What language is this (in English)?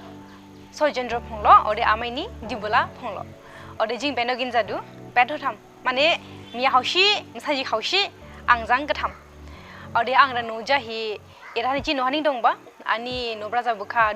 Dimasa